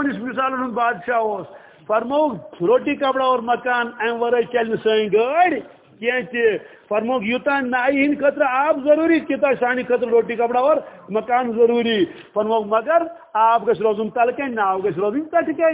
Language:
Kashmiri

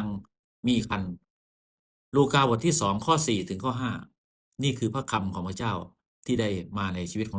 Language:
Lao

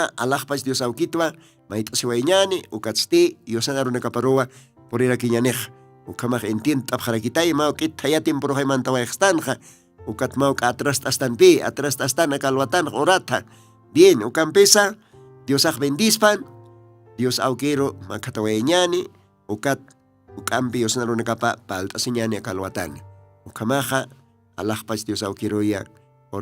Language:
Aymara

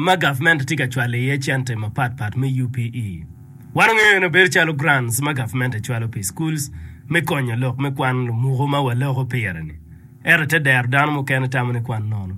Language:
Acoli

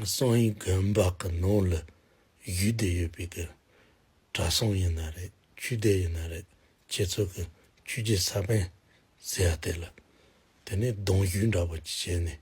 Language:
Tibetan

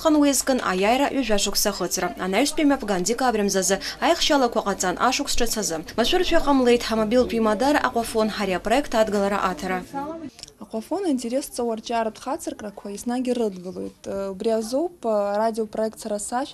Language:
Abkhazian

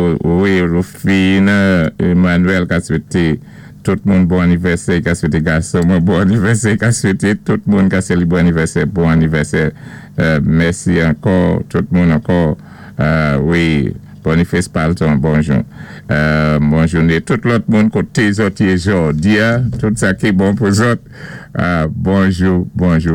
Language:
Saint Lucian Creole French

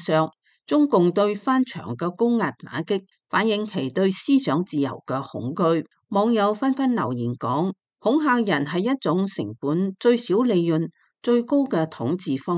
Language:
Cantonese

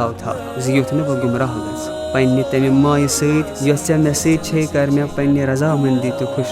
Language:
Kashmiri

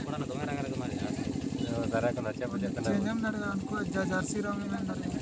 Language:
Santali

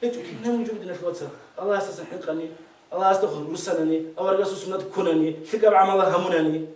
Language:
Avaric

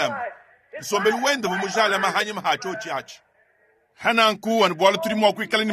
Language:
Luba-Lulua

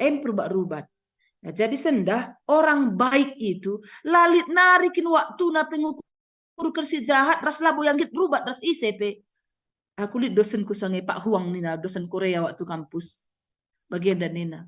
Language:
Batak Karo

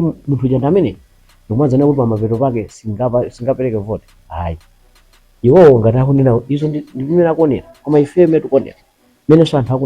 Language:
Nyanja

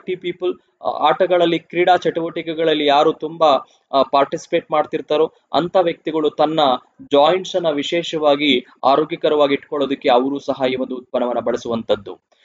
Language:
Kannada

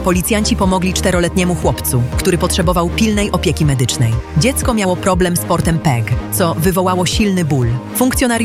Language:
Polish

